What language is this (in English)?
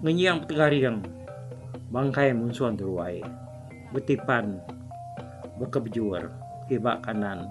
Iban